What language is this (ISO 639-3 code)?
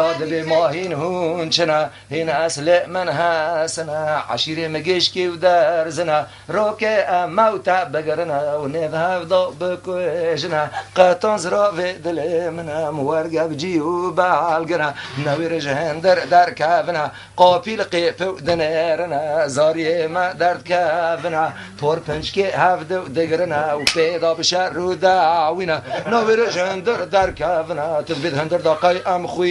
kur